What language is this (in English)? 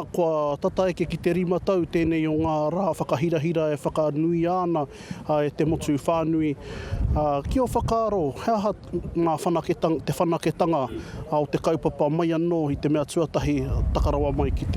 Māori